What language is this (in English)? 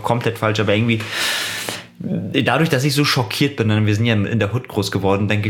German